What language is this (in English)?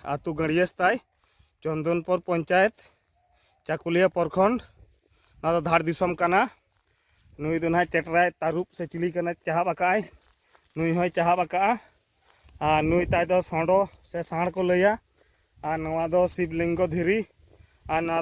Santali